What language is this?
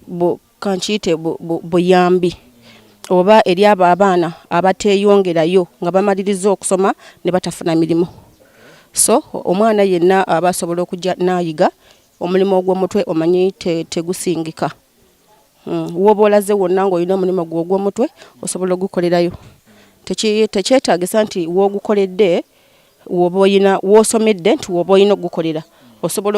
Ganda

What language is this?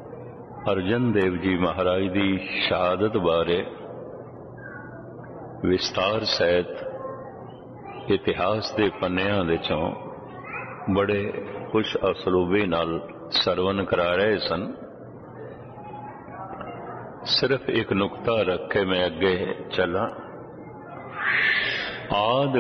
Punjabi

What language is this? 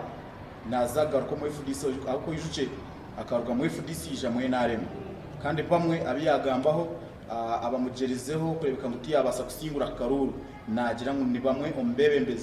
Nyankole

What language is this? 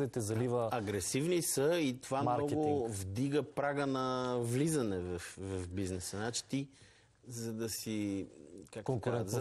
Bulgarian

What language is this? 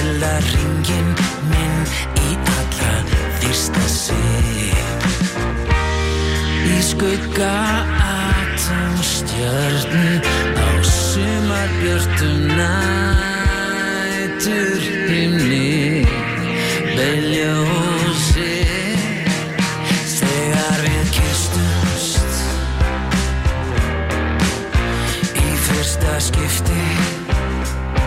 Icelandic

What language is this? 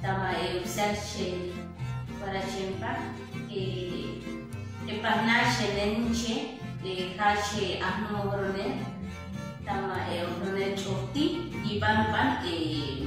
Chortí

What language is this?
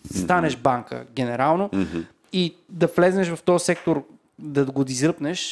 Bulgarian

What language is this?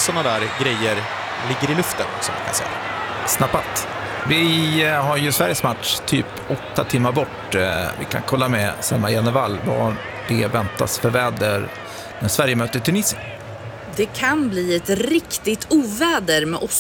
Swedish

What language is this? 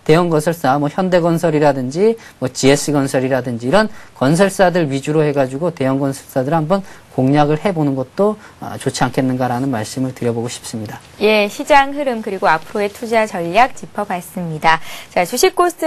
Korean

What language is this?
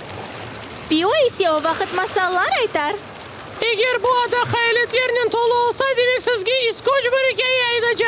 Crimean Tatar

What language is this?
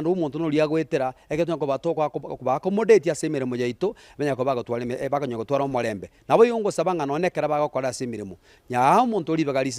Gusii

